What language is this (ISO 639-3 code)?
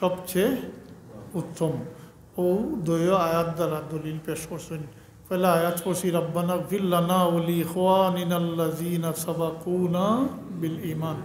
syl